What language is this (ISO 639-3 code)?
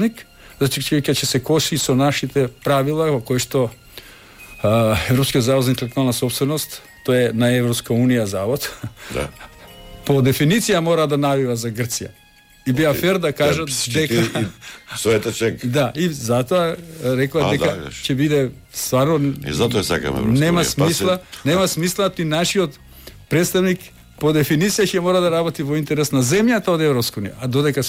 mkd